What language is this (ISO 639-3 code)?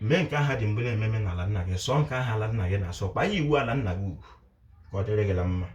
ibo